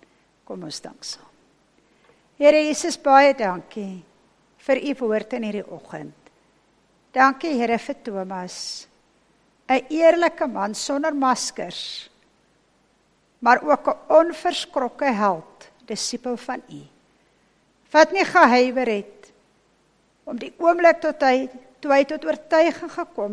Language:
Afrikaans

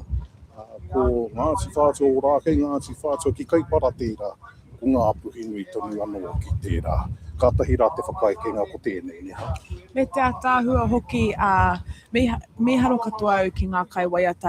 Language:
Māori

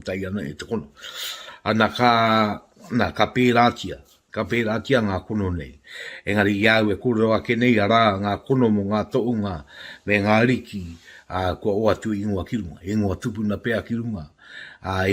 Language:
Māori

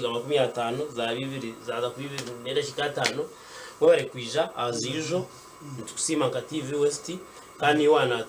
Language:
Nyankole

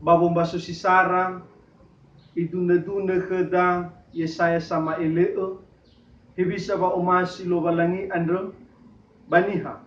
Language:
Nias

